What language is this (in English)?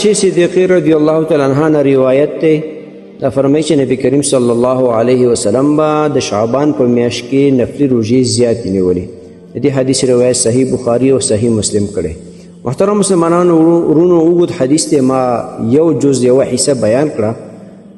Pashto